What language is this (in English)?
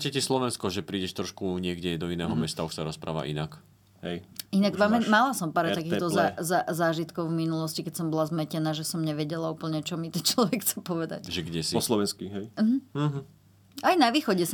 Slovak